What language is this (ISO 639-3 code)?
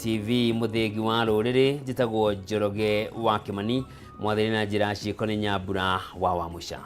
kik